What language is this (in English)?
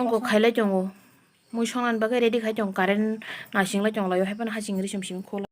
Kok Borok